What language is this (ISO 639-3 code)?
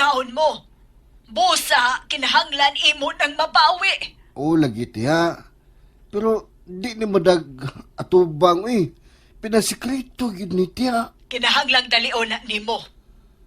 ceb